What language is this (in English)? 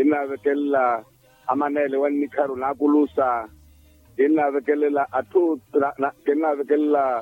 Makhuwa